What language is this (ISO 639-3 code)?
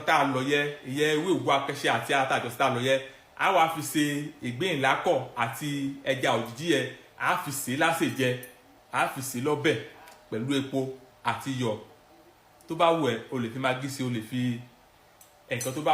yor